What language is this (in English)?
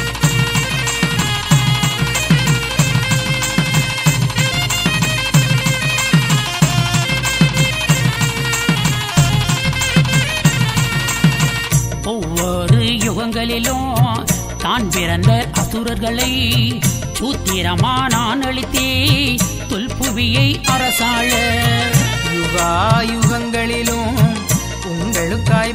Tamil